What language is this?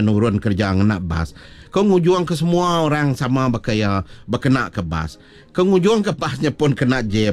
Iban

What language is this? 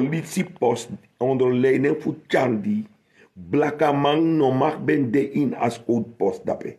Sranan Tongo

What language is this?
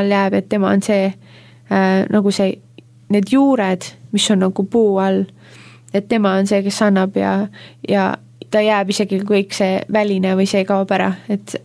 Estonian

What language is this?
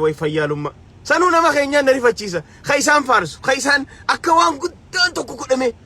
Oromo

